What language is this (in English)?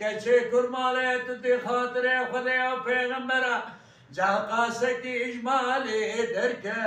Kurdish